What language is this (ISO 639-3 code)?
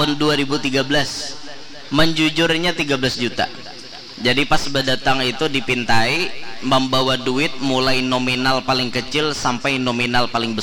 bjn